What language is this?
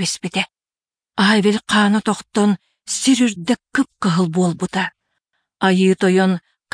Yakut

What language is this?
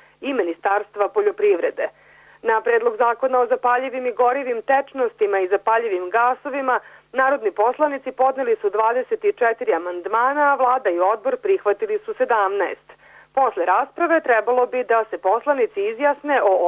Serbian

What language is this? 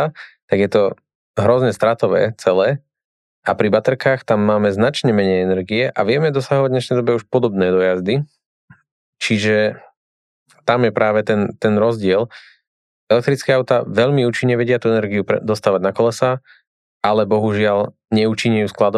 Slovak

